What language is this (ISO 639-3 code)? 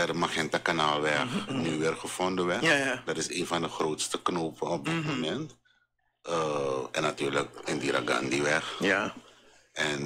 nld